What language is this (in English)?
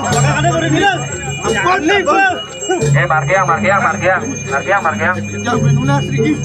Balinese